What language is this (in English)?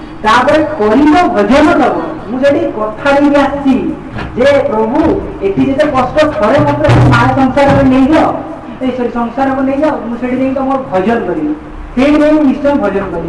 Odia